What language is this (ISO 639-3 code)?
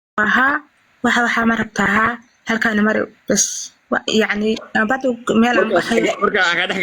som